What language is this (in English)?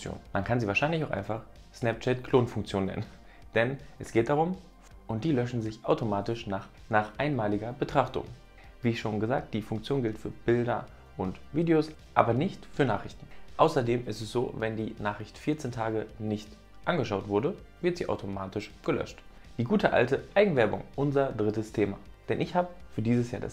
German